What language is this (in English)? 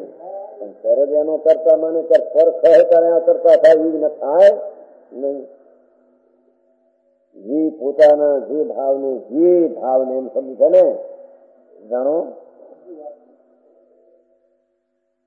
Gujarati